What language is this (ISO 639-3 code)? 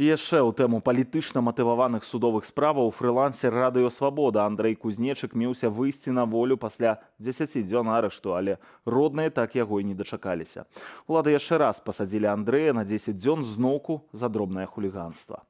bel